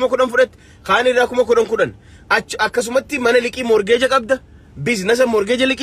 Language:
Oromo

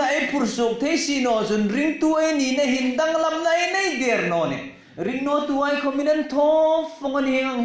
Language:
Hmar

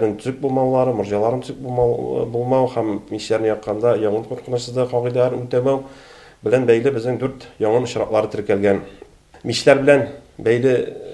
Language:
Tatar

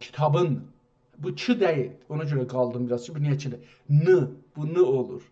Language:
South Azerbaijani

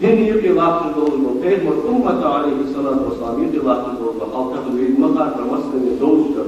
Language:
Ingush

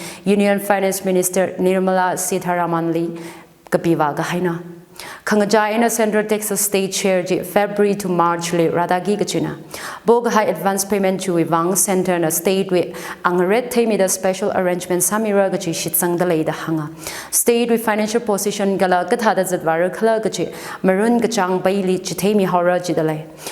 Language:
Tangkhul Naga (India)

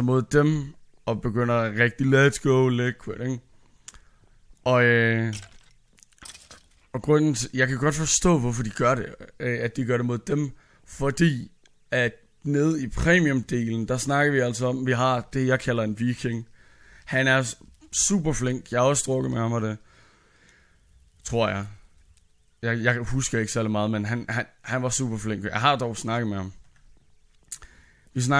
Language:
Danish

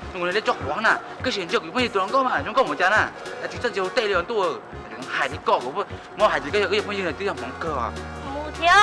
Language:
Hmong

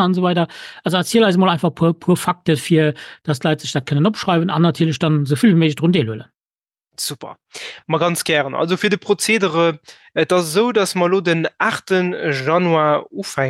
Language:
Luxembourgish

